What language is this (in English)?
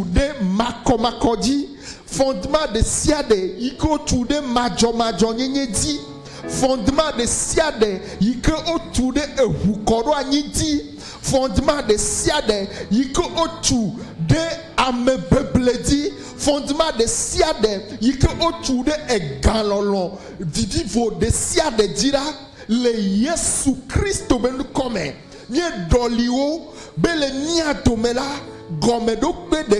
Ewe